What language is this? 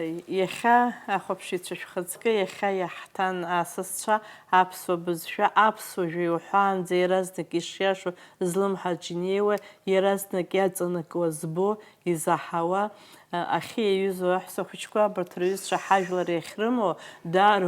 Abkhazian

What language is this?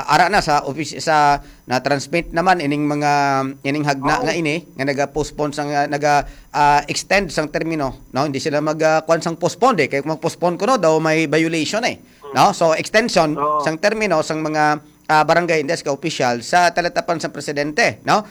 Hiligaynon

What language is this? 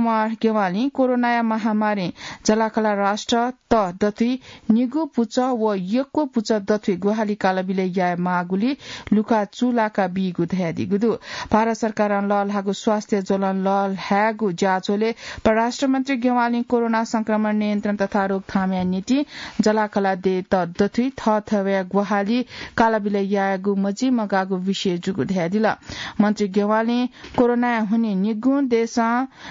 Newari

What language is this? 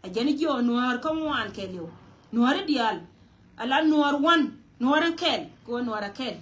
Nuer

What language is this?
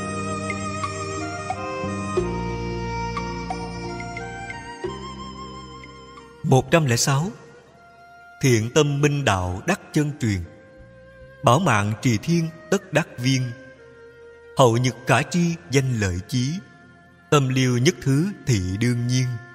Vietnamese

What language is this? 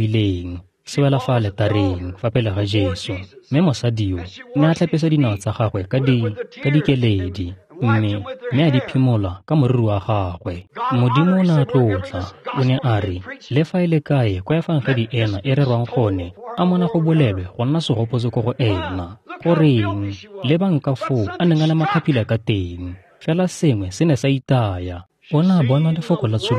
Tswana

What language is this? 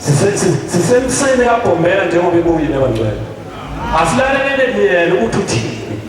Zulu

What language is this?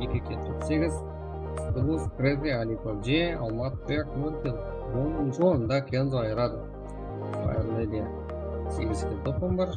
Kara-Kalpak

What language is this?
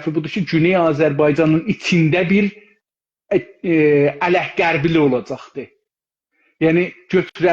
South Azerbaijani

